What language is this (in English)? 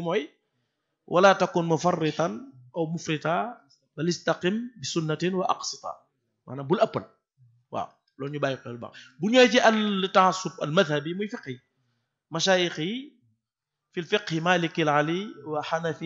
Wolof